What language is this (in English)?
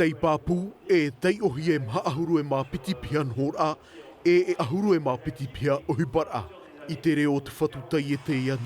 Tahitian